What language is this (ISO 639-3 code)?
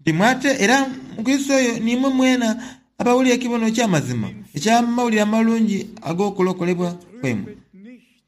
xog